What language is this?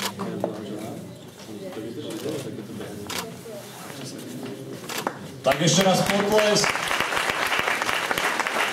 Slovak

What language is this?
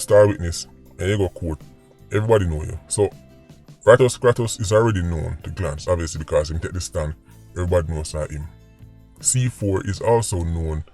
Jamaican Creole English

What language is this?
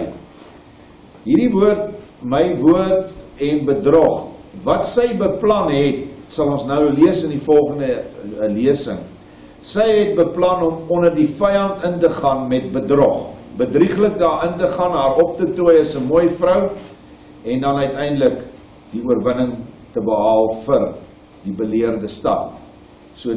Afrikaans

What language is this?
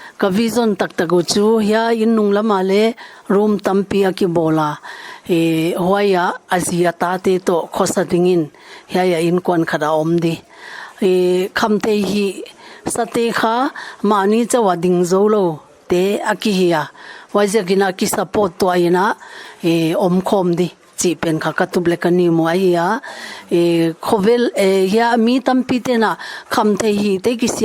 Paite Chin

